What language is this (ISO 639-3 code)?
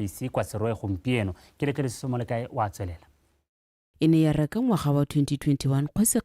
tsn